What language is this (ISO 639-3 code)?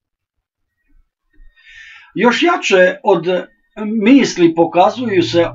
srp